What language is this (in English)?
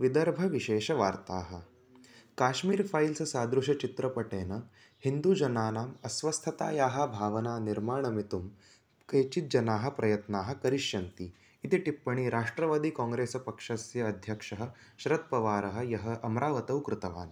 Sanskrit